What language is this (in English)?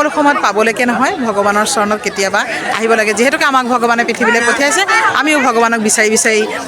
Assamese